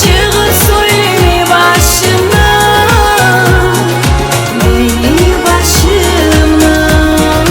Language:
Kumyk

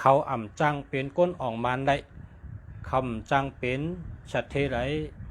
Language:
Shan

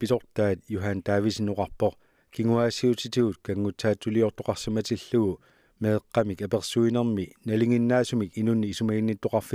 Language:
Kalaallisut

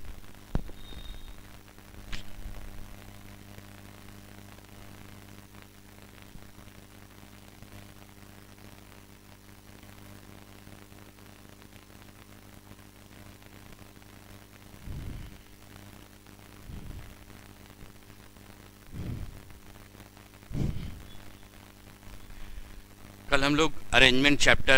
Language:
Hindi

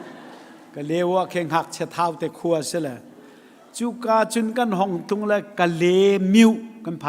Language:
Hakha Chin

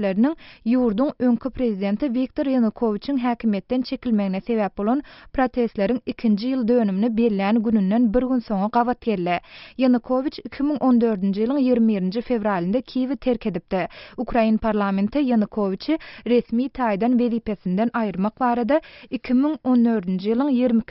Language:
Turkmen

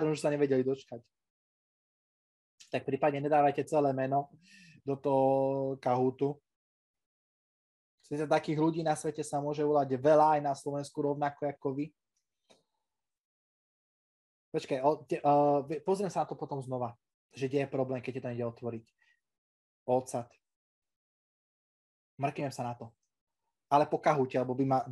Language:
Slovak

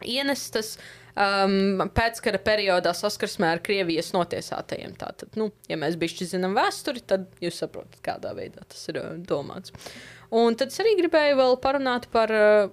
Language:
Latvian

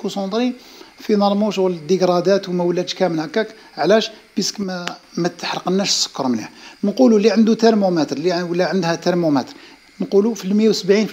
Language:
Algerian Arabic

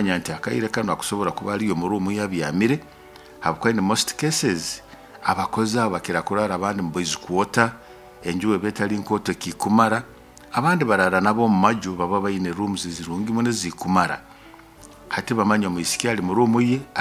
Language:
Nyoro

